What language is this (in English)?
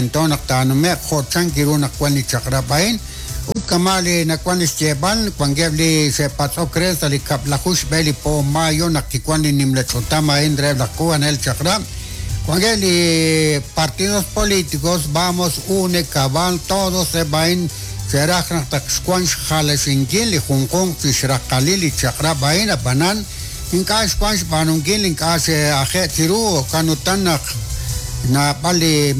Kekchí